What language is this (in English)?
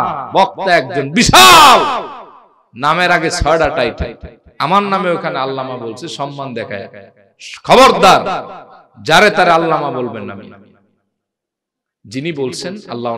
Bangla